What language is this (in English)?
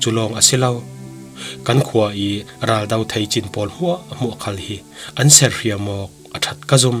Falam Chin